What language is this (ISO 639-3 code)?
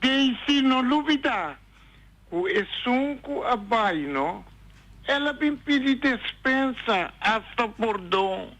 pap